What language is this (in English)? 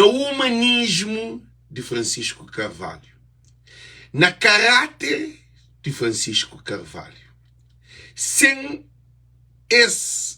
Kabuverdianu